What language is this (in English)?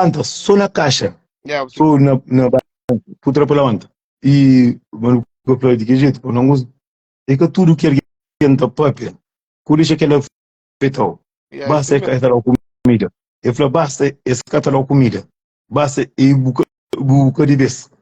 Kabuverdianu